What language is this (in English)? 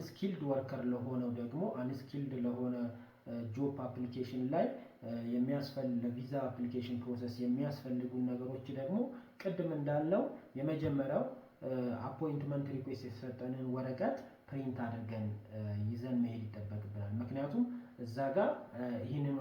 Amharic